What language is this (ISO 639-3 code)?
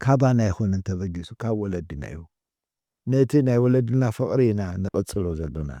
tir